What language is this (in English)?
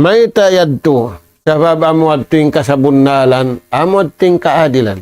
Tausug